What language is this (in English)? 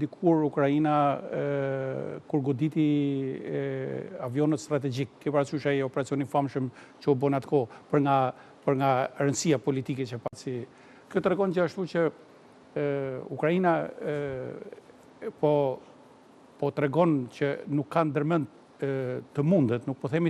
Albanian